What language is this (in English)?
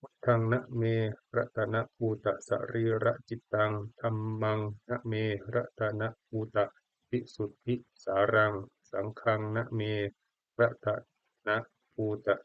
Pali